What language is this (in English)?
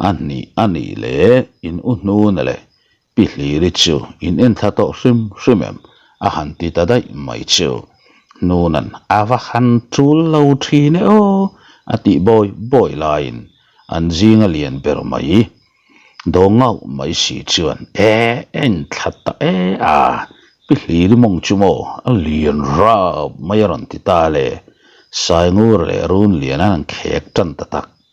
Mizo